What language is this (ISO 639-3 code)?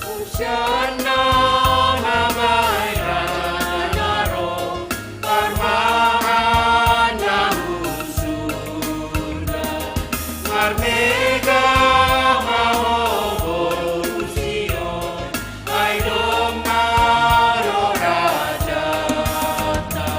bts